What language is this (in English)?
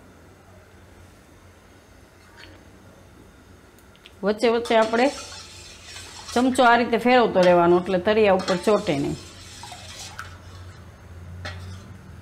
Gujarati